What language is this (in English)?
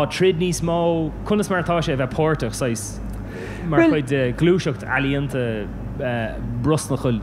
Irish